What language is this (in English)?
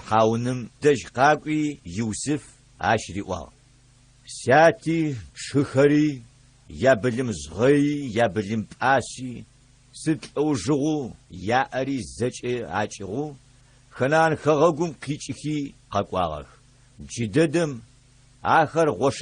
Adyghe